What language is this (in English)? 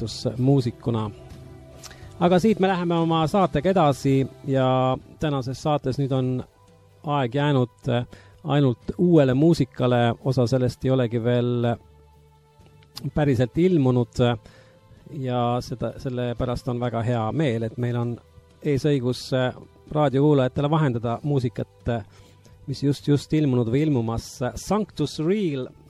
Estonian